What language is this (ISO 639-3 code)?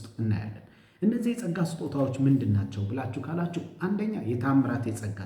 amh